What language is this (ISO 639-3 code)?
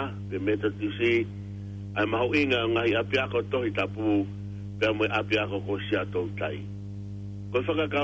ton